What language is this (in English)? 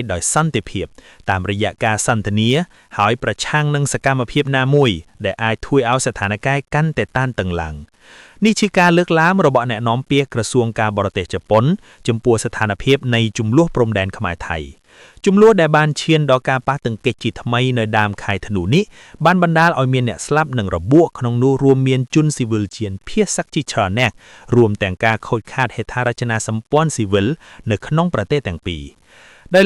Khmer